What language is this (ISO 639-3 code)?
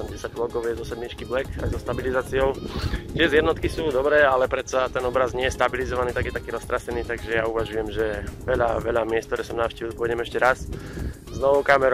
slk